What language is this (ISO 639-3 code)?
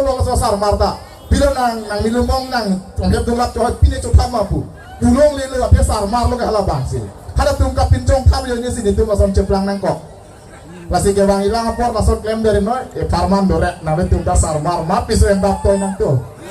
mjw